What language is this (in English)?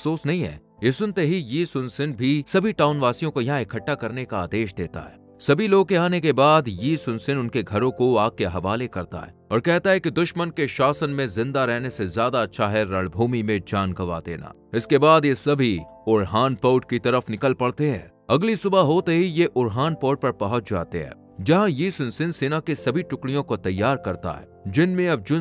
Hindi